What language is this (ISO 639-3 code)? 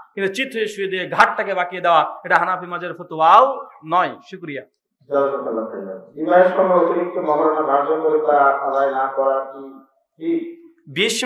ben